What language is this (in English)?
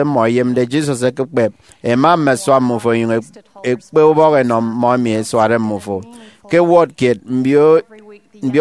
Efik